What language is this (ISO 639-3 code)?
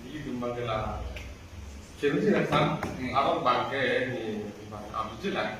mjw